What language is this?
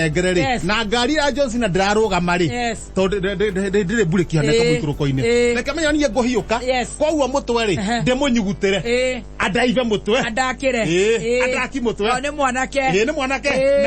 Kikuyu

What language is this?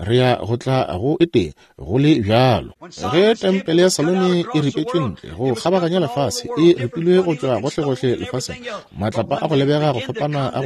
Northern Sotho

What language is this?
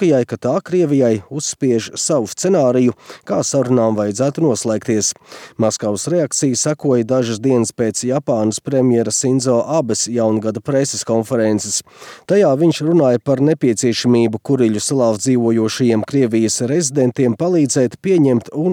Latvian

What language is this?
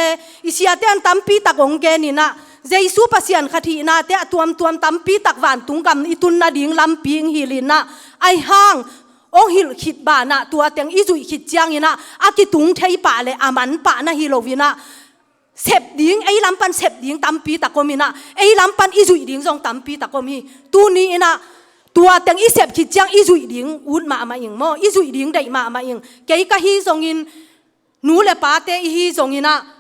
Tedim Chin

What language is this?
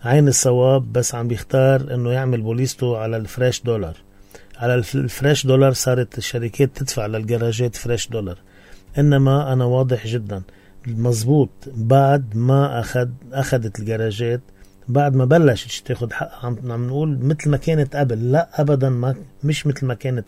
North Levantine Arabic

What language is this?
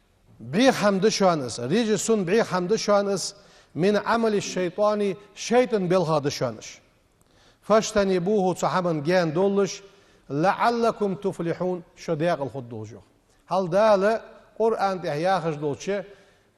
Ingush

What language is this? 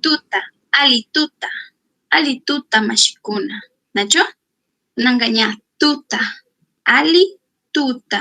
Chimborazo Highland Quichua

